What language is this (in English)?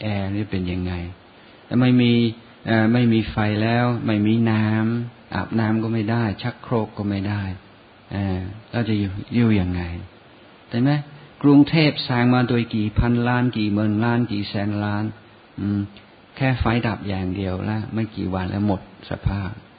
Thai